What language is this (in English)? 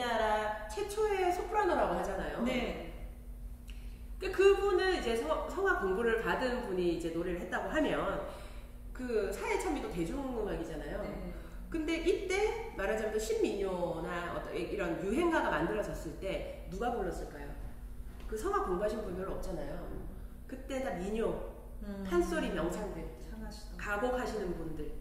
Korean